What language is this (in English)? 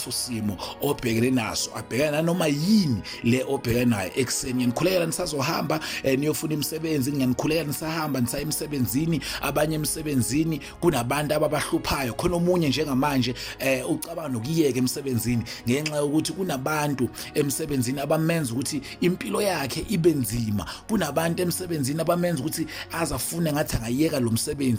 Zulu